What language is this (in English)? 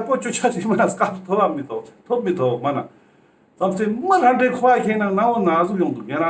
Ladakhi